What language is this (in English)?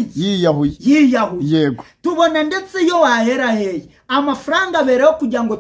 Kinyarwanda